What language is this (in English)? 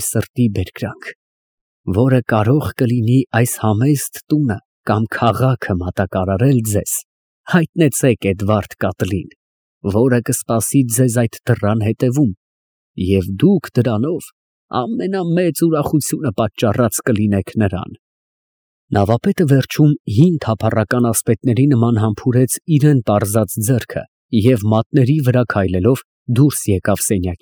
Armenian